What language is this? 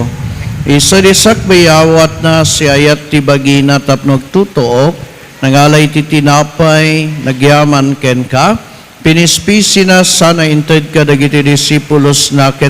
Iloko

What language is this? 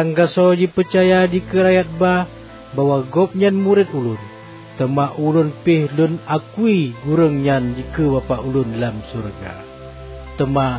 Achinese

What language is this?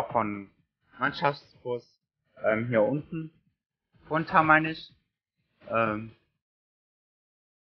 German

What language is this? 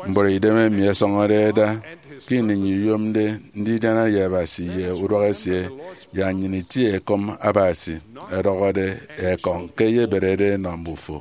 Efik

